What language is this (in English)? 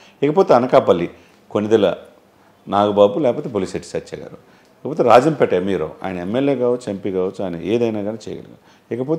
Telugu